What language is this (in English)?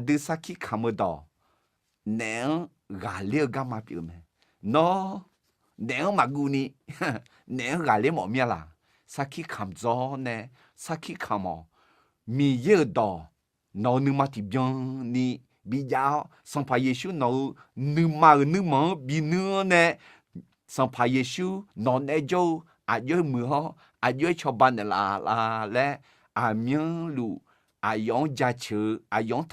Akha